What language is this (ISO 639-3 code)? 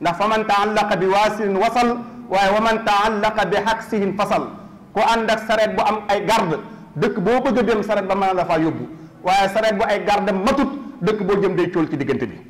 wol